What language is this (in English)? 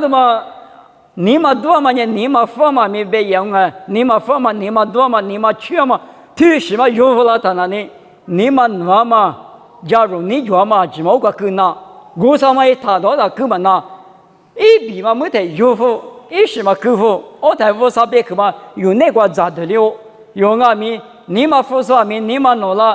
Lisu